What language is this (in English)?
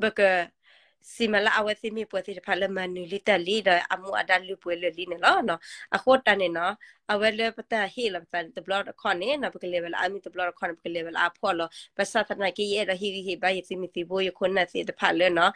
S'gaw Karen